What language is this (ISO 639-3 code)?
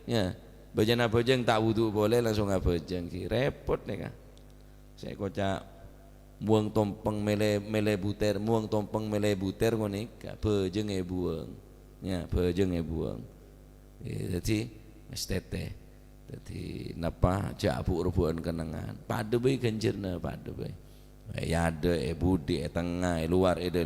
mad